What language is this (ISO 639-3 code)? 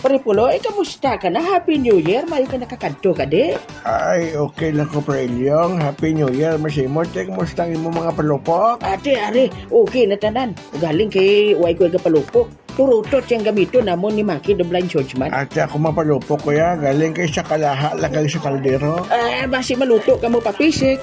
hil